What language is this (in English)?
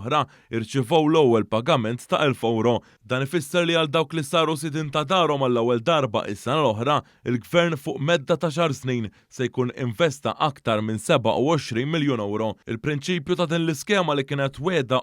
Maltese